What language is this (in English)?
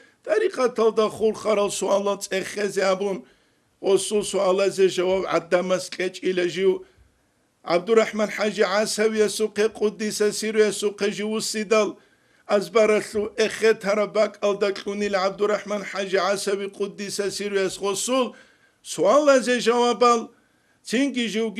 Avaric